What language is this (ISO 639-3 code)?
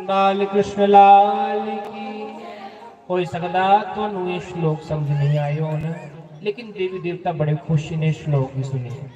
doi